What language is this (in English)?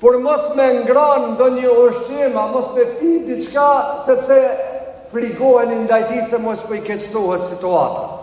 Albanian